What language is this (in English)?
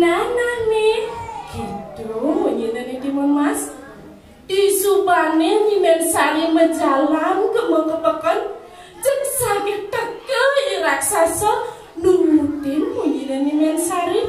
Balinese